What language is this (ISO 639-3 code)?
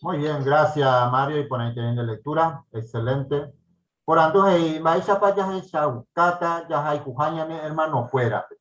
grn